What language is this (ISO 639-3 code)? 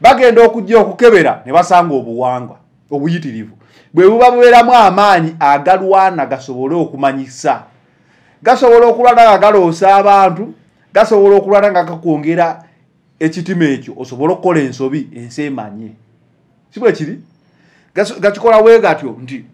lug